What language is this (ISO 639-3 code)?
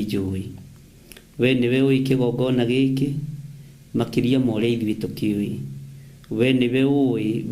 kik